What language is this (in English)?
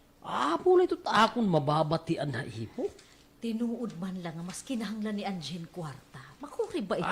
Waray